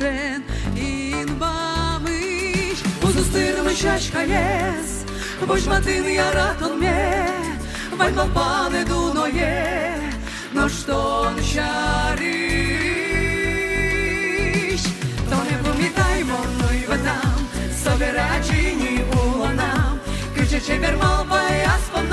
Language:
Udmurt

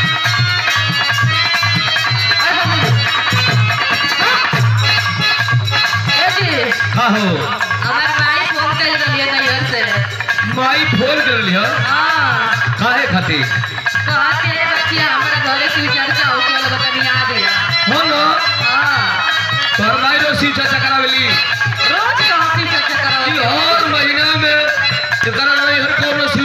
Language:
Bhojpuri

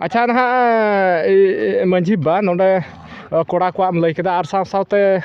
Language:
Santali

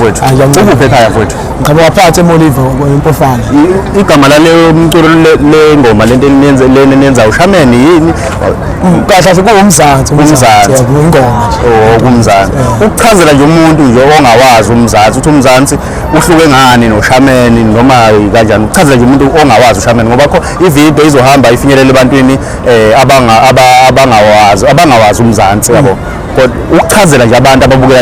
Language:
Zulu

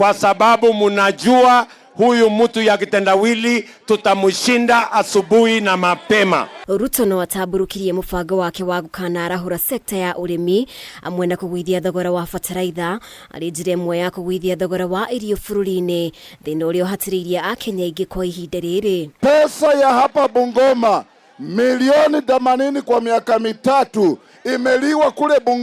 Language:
Kikuyu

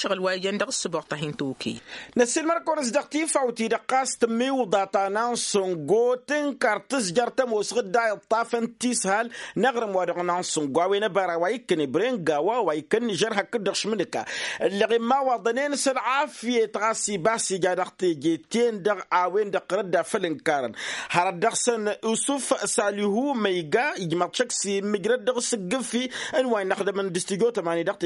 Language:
Tamasheq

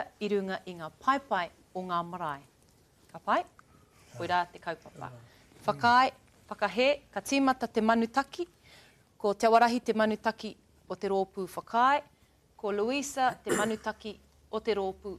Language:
Māori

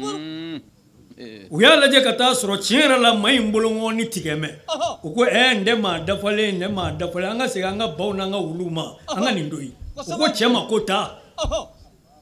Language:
Bambara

